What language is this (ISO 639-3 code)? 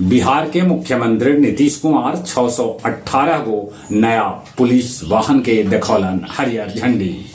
mag